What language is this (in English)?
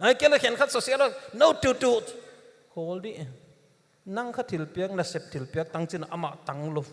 Paite Chin